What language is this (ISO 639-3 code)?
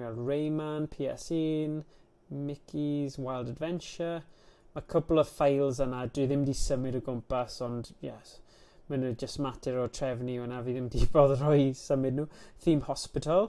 cym